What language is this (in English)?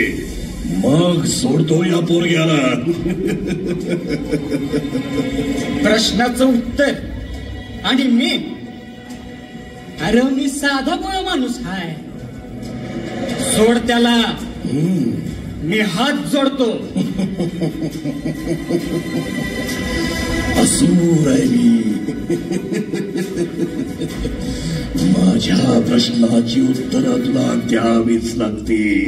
Marathi